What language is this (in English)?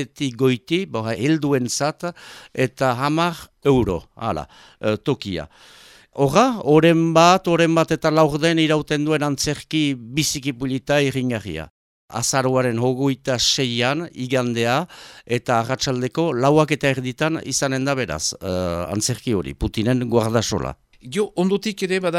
Basque